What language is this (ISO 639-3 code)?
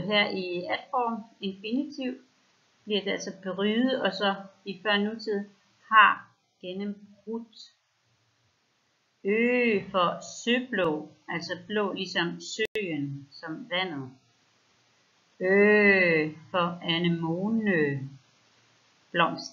dan